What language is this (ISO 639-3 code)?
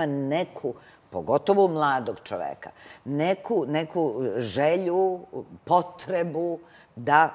srp